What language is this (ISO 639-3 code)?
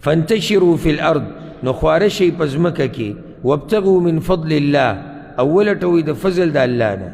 pus